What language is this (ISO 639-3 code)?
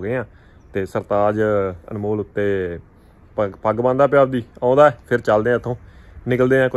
pan